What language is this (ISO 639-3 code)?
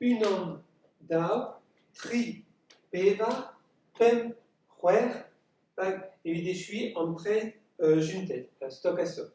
bre